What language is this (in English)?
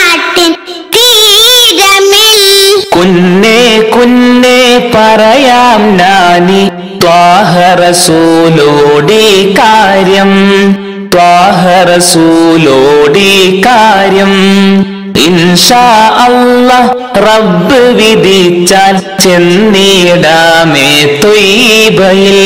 Malayalam